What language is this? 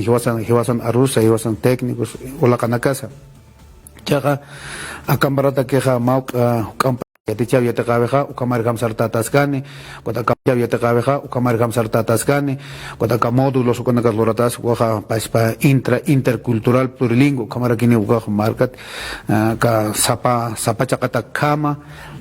Aymara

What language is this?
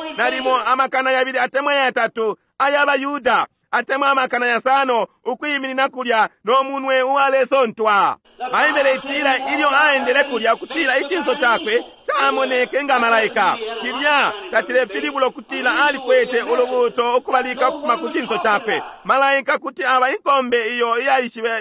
Bemba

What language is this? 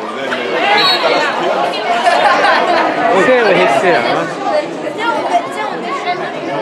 Norwegian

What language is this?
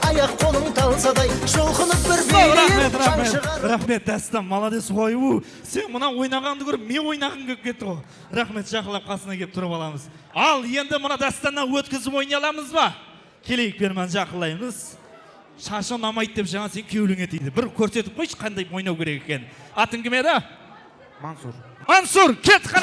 Kara-Kalpak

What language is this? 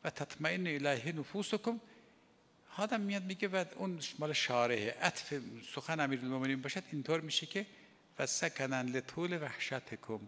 Persian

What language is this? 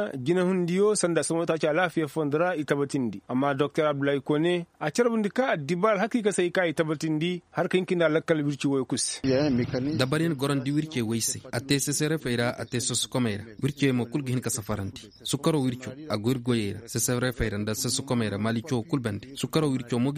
Koyraboro Senni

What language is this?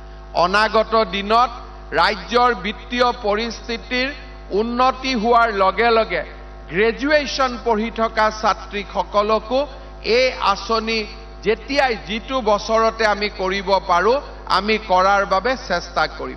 Assamese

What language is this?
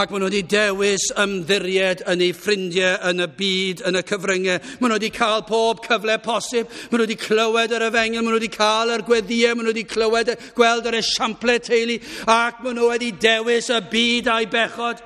Welsh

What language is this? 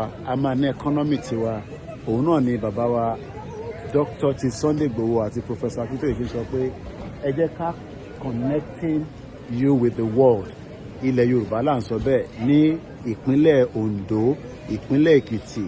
Yoruba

